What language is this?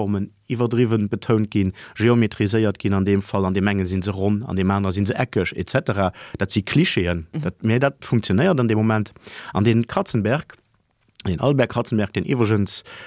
Luxembourgish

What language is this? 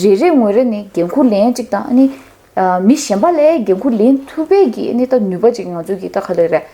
Tibetan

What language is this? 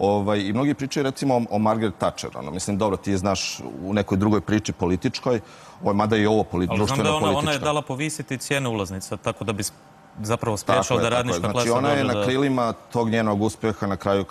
Croatian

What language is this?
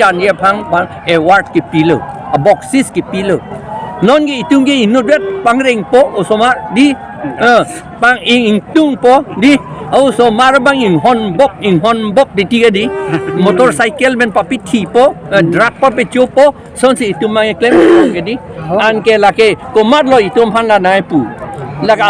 Karbi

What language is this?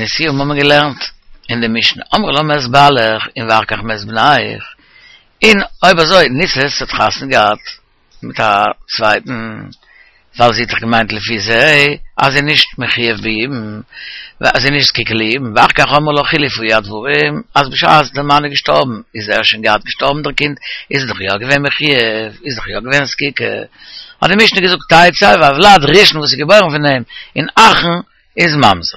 Yiddish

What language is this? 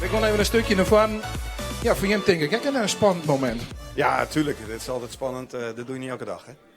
Western Frisian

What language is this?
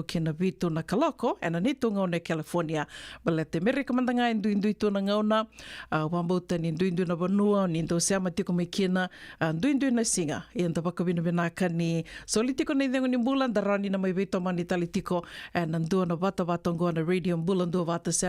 Fijian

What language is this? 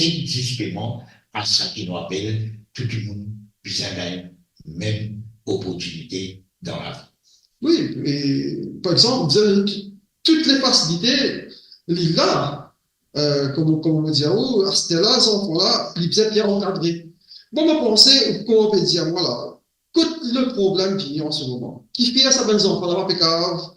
Morisyen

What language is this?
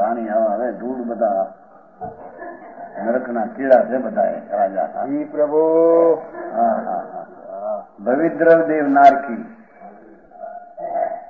Gujarati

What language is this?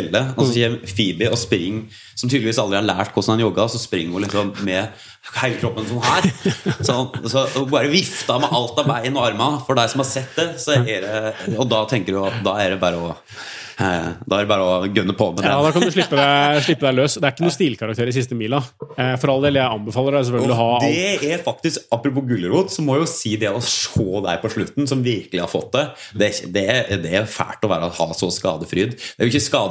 Norwegian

